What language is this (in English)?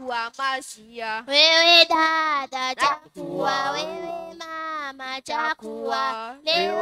Swahili